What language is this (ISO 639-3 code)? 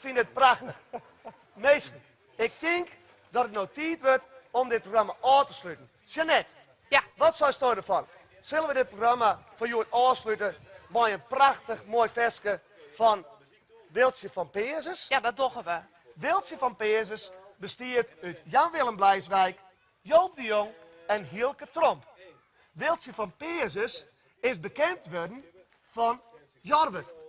fry